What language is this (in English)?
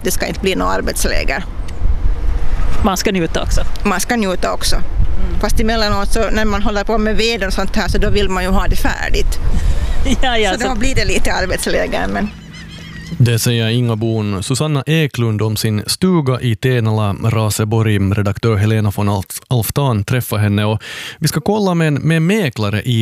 Swedish